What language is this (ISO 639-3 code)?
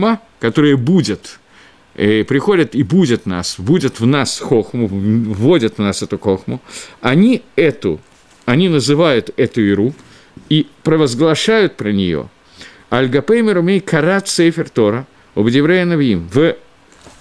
rus